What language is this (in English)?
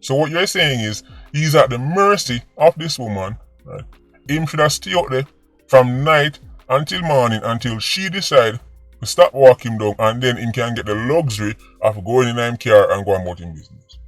Jamaican Creole English